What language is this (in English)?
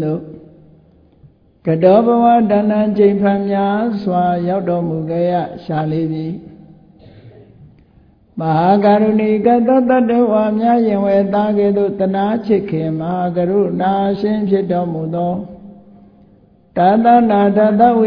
Burmese